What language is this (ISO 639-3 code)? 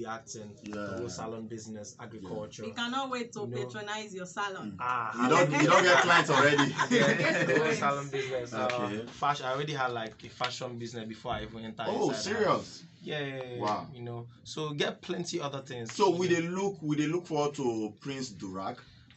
pcm